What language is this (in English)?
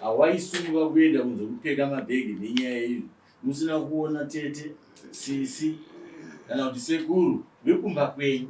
Shona